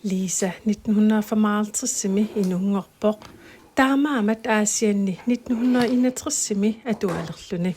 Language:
Kalaallisut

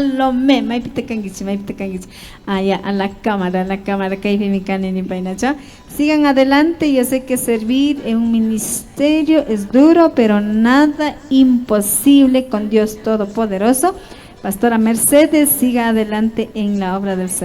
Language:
Imbabura Highland Quichua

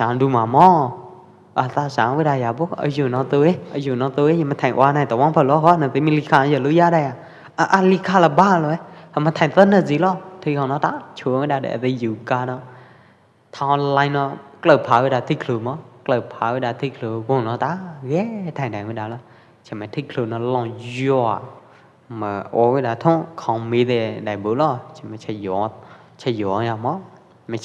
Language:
Pwo Eastern Karen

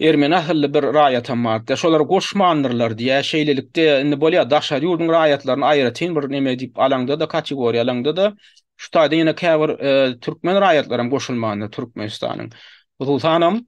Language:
Turkmen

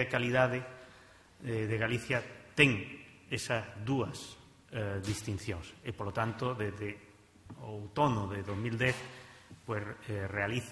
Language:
Galician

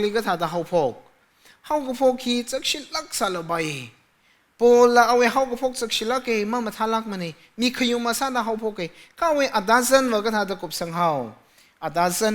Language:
Tangkhul Naga (India)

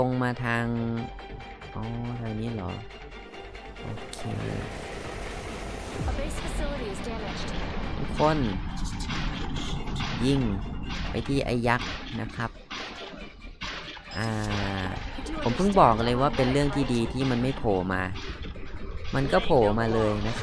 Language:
Thai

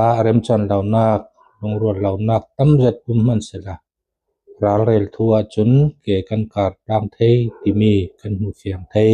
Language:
Falam Chin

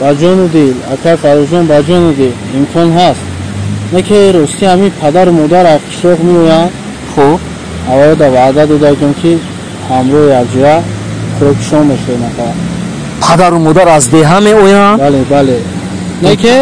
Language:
Tajik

